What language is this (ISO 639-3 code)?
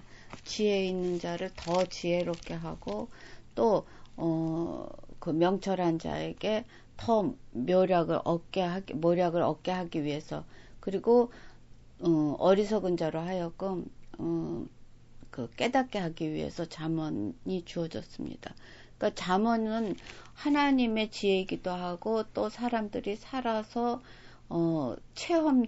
kor